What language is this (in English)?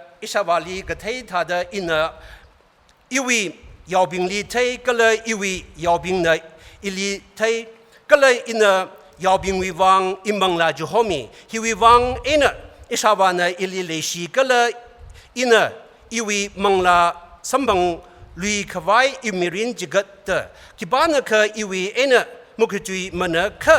Tangkhul Naga (India)